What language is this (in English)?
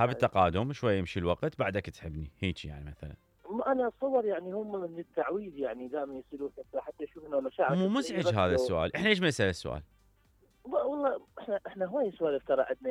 Mesopotamian Arabic